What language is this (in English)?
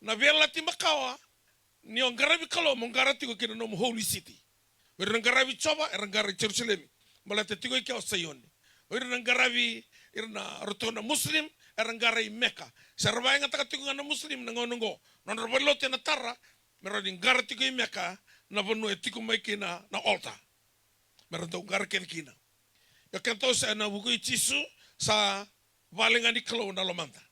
Fijian